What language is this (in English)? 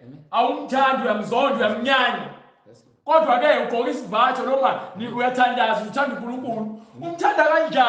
Zulu